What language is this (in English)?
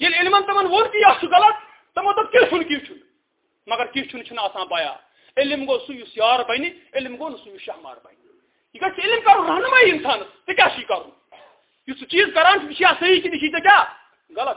Kashmiri